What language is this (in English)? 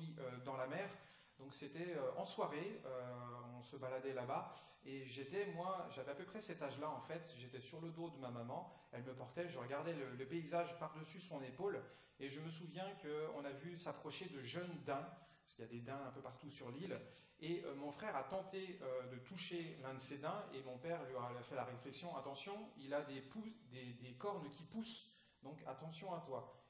French